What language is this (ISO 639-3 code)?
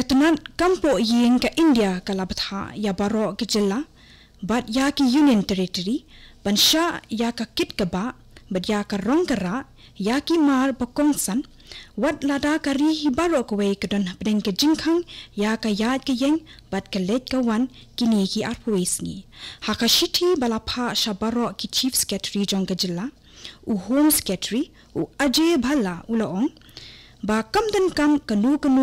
kha